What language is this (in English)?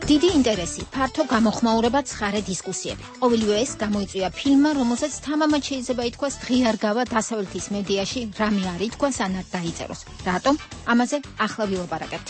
Georgian